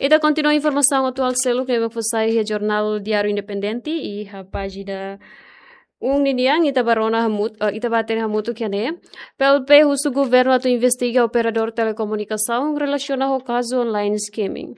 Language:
Tetum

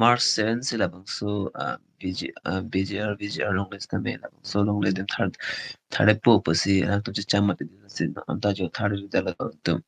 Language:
Karbi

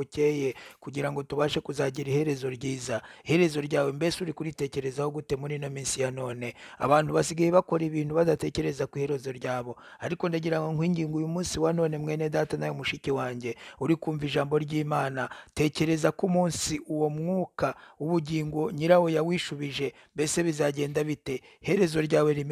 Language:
Kinyarwanda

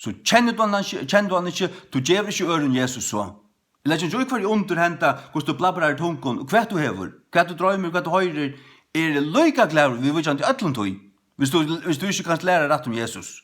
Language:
Faroese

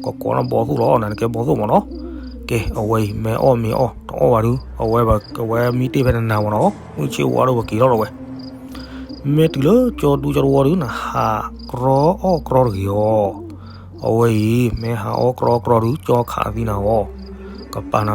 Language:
S'gaw Karen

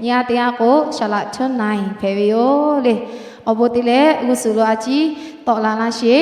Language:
Lahu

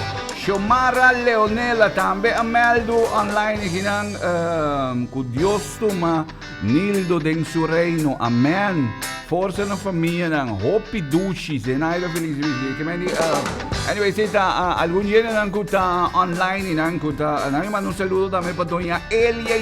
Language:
Papiamento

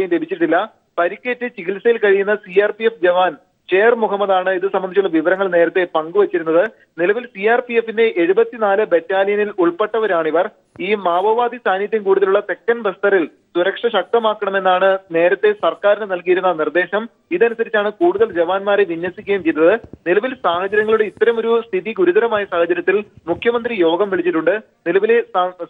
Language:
Malayalam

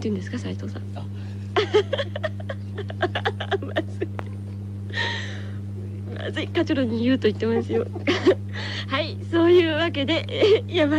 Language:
Japanese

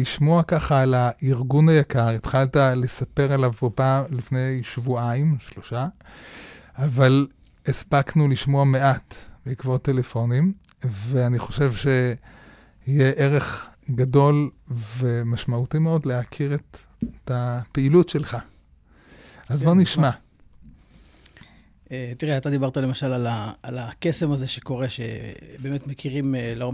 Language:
Hebrew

